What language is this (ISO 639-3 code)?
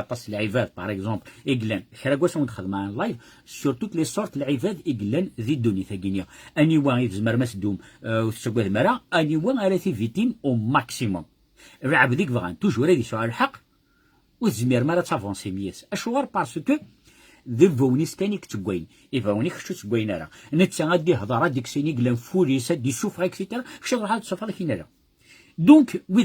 kab